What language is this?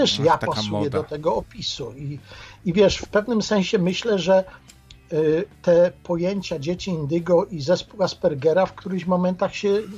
Polish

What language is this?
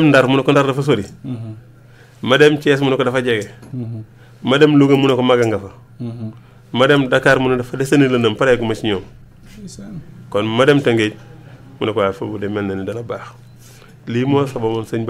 Wolof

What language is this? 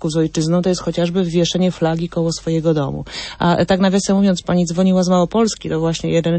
Polish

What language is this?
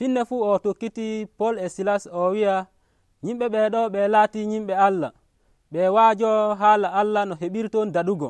Nigerian Fulfulde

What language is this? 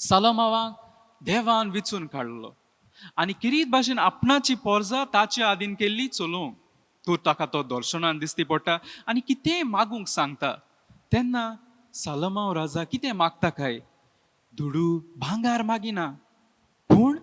Konkani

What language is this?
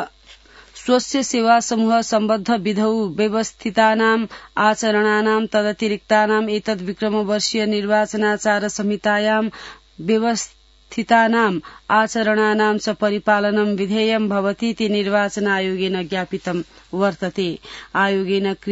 Sanskrit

